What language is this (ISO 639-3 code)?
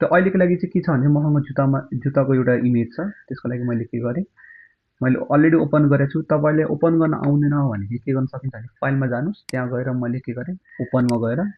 nep